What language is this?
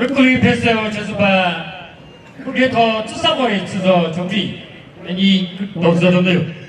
Chokri Naga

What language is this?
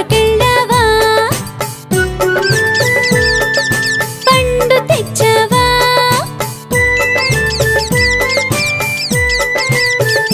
Telugu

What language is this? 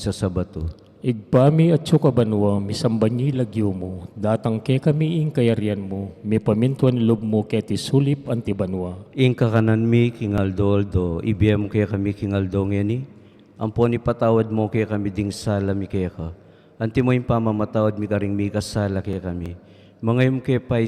Pampanga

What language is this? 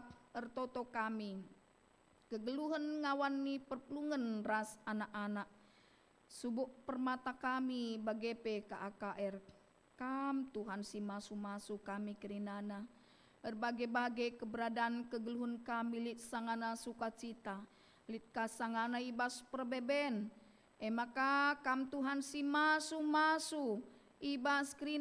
Batak Karo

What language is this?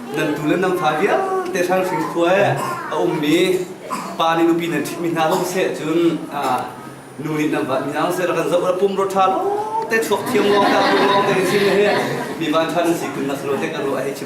Hakha Chin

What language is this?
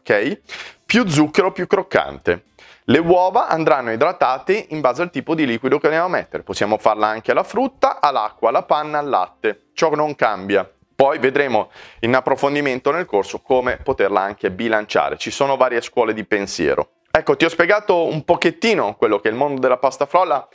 Italian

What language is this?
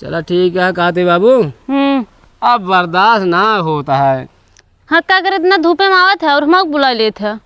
Awadhi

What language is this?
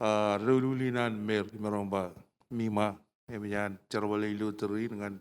Marshallese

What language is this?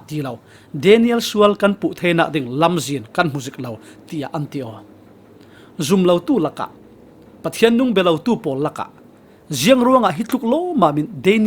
Falam Chin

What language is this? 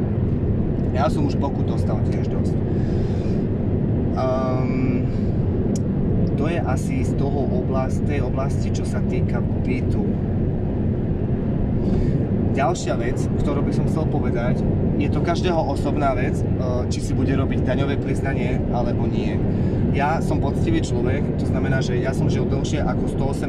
Slovak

